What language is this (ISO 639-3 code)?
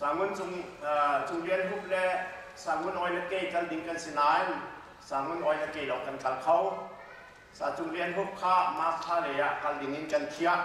cnh